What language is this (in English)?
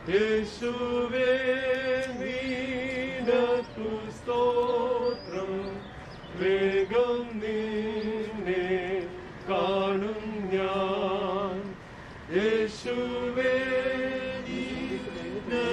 Malayalam